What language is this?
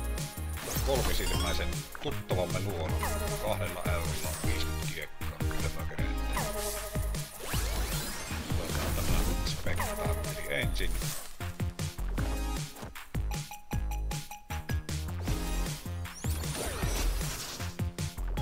Finnish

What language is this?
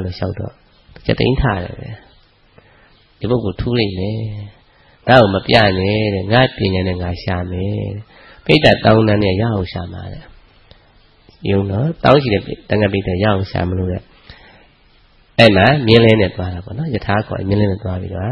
Burmese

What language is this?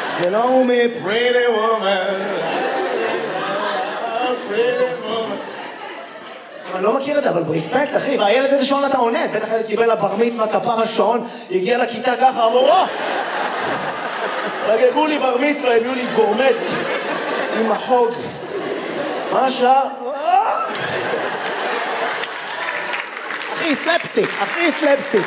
Hebrew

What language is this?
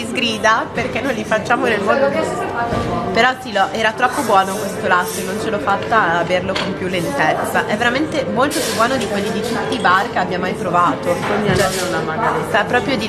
Italian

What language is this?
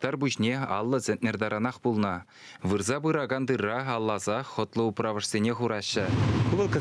Chuvash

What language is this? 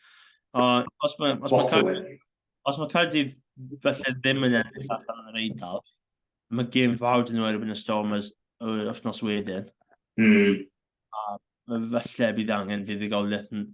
Welsh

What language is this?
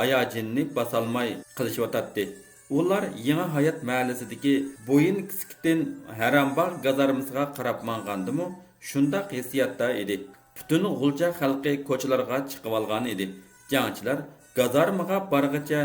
Uyghur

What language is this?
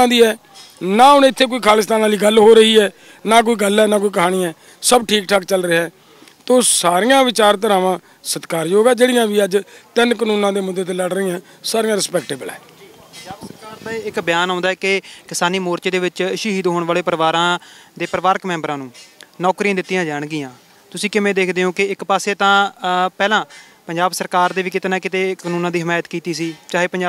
Punjabi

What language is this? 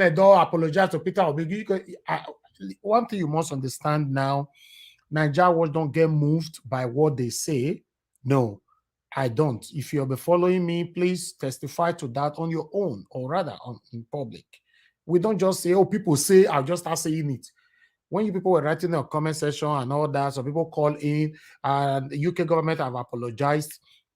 Nigerian Pidgin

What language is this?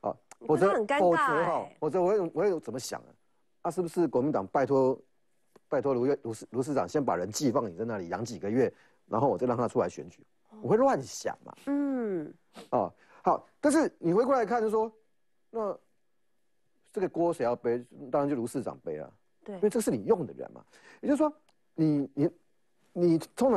Chinese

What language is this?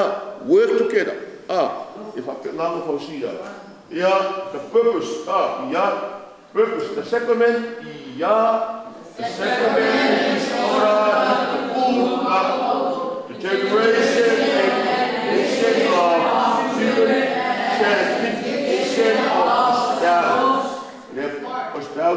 Samoan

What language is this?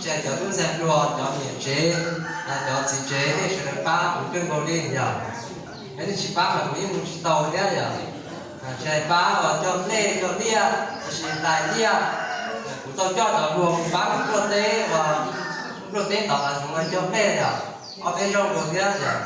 Hmong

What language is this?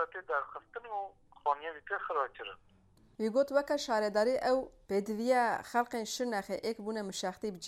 Kurdish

